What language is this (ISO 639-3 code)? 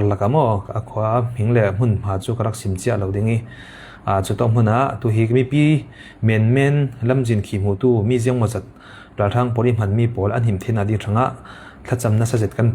cfm